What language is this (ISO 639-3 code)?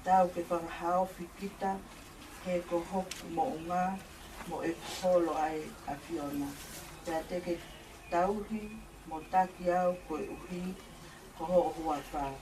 ton